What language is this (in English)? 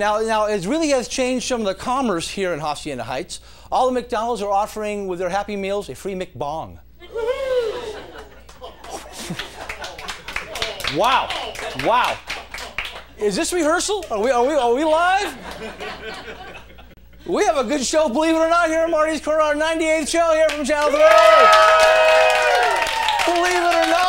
English